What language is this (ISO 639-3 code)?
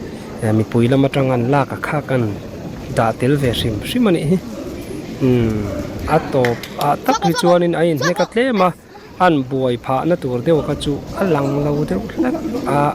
lus